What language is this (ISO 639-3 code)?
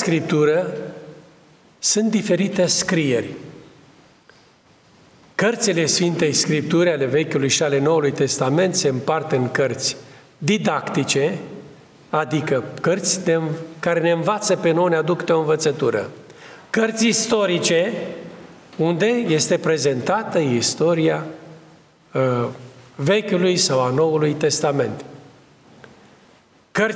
ron